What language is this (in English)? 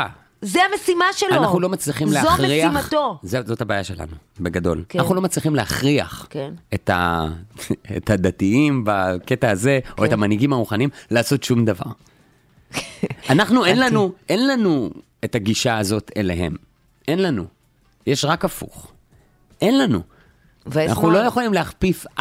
Hebrew